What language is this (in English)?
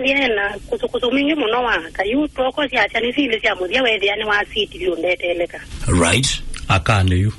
Kamba